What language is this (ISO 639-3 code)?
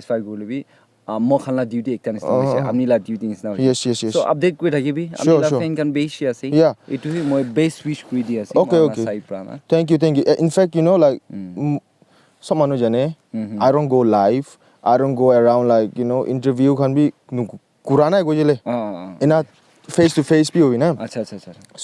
nag